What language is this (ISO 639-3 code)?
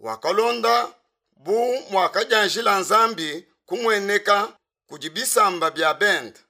lua